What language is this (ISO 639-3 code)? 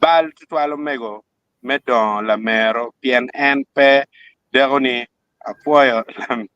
ach